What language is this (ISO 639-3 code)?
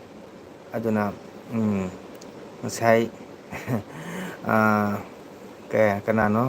mni